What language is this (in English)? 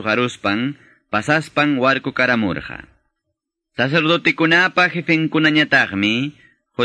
Quechua